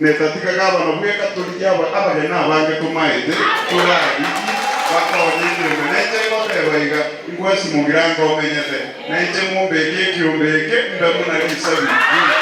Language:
Gusii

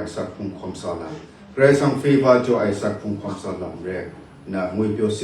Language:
Kachin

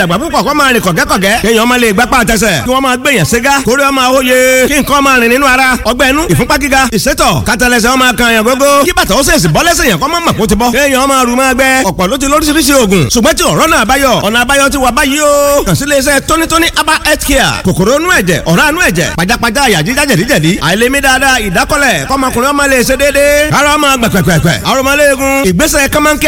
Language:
Yoruba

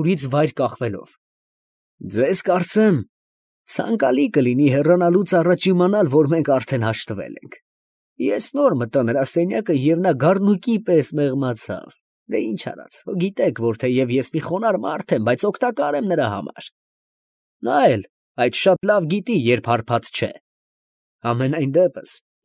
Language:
Armenian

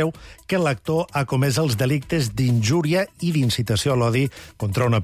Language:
Catalan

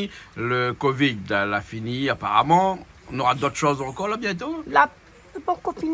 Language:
Réunion Creole French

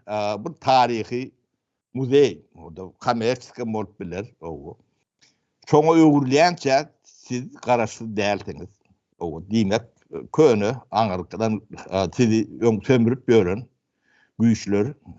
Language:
Turkmen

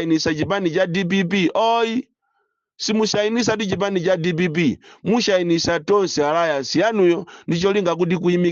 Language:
Nyanja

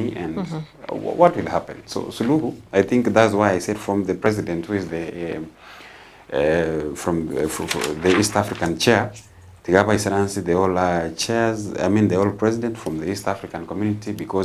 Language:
Gusii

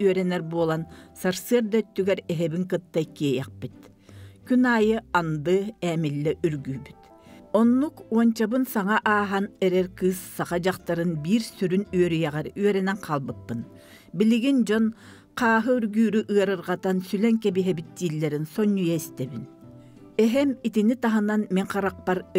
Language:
Yakut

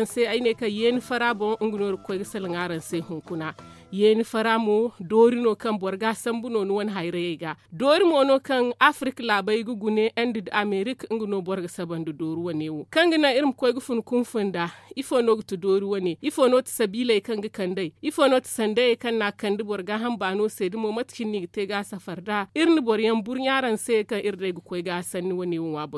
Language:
Zarma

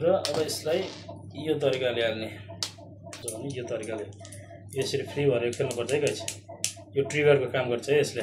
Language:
Nepali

